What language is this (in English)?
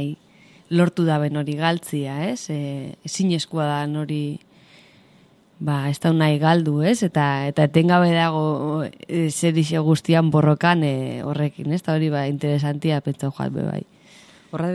Basque